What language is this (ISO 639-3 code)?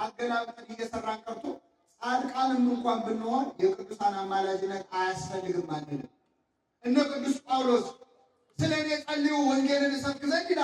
amh